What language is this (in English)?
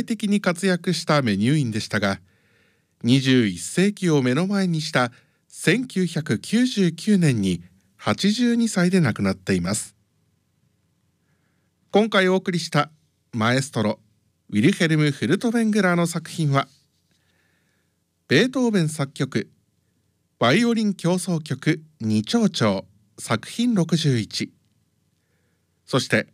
Japanese